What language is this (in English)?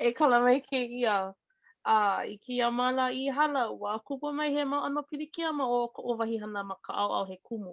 Hawaiian